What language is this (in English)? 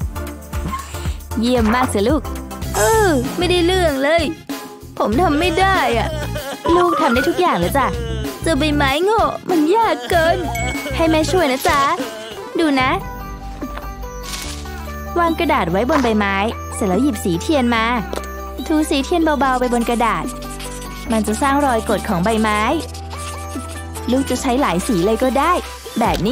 Thai